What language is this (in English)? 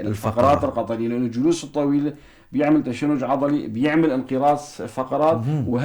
North Levantine Arabic